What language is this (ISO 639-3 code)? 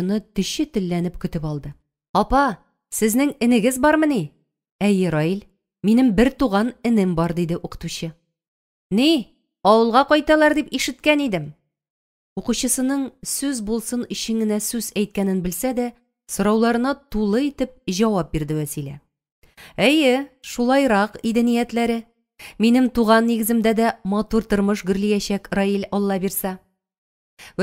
tat